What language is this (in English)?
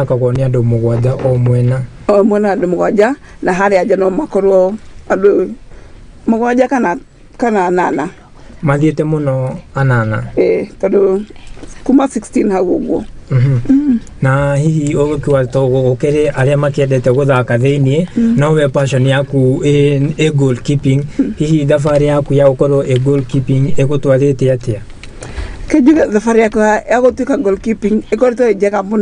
Kikuyu